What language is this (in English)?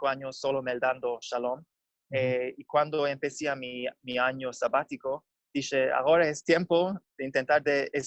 Ladino